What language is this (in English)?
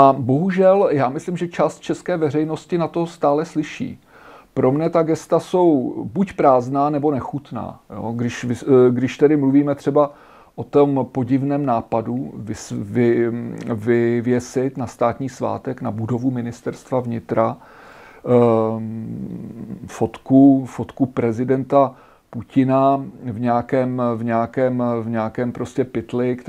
Czech